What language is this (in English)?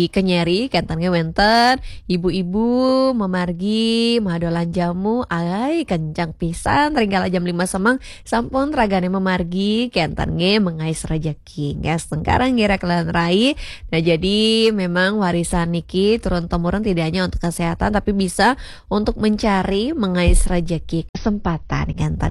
Balinese